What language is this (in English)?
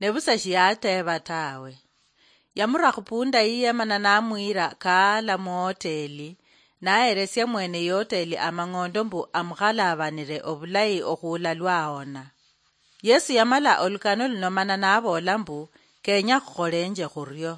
Luyia